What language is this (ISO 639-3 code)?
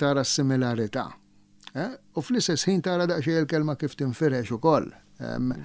mlt